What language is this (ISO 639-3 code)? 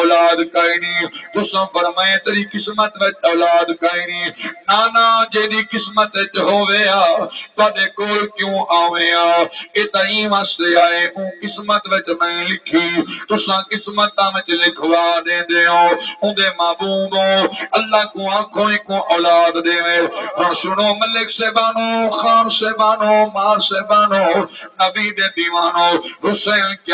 skr